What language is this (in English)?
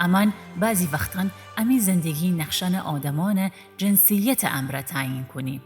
Gilaki